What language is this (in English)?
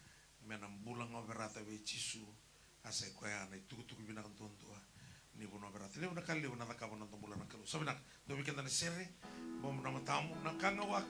Fijian